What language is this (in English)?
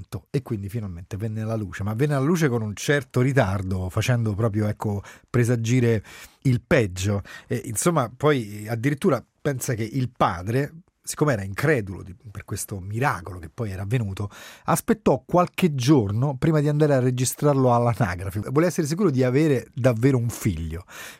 Italian